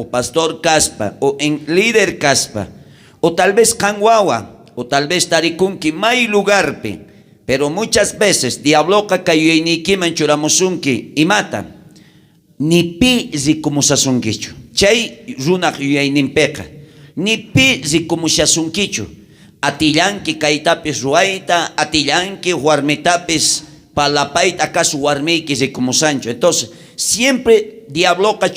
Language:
South Bolivian Quechua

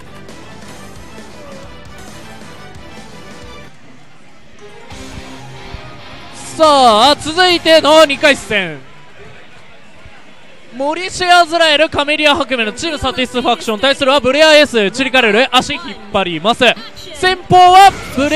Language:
Japanese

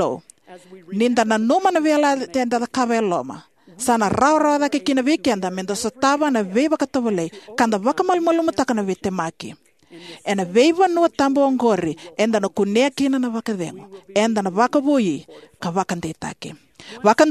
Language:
Fijian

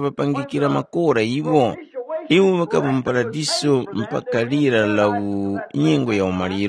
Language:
Tumbuka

